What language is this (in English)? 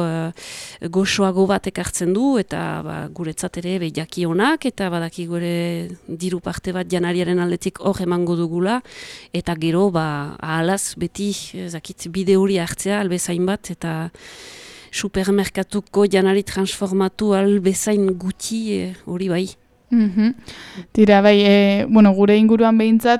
Basque